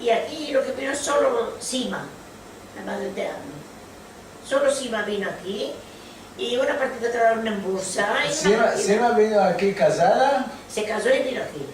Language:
Ladino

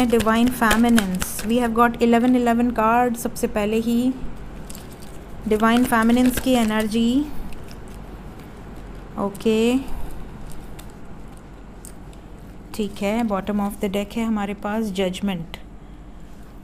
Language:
Hindi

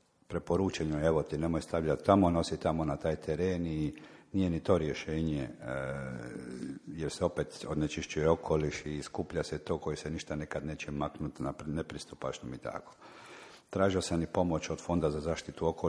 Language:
Croatian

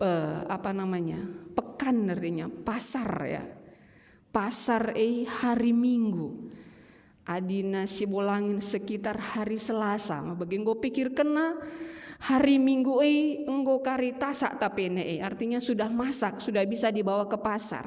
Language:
Batak Karo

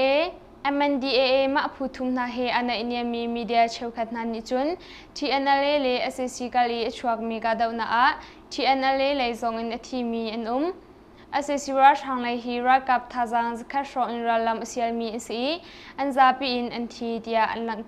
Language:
Hakha Chin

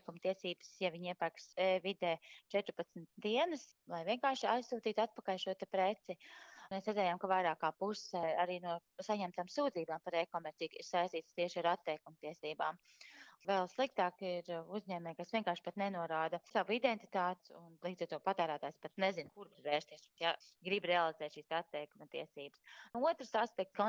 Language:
Latvian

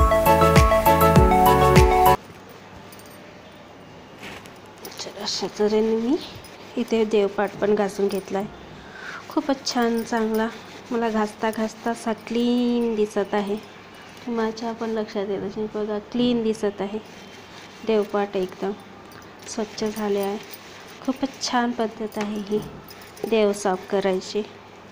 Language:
Marathi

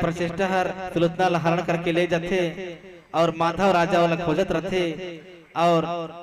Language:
Chhattisgarhi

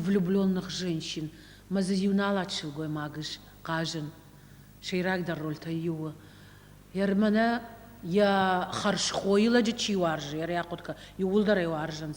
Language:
Ossetic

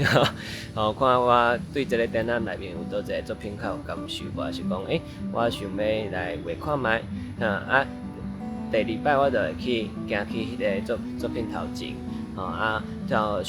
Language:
Min Nan Chinese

